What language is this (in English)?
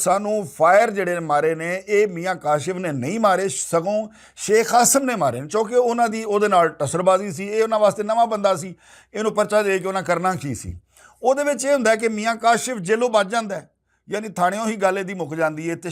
Western Panjabi